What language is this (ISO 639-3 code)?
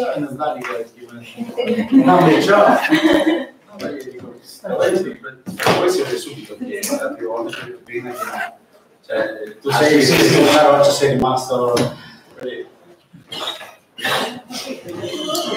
ita